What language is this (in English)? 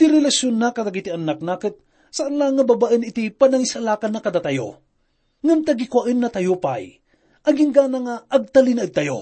Iloko